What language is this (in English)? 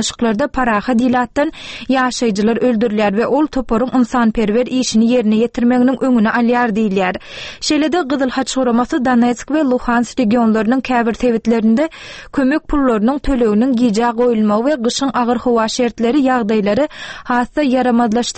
Turkmen